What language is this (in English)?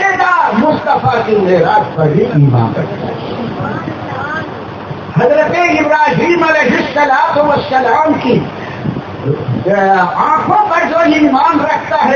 Urdu